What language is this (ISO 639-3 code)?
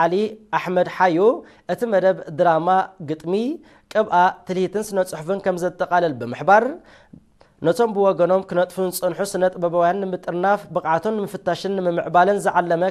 tir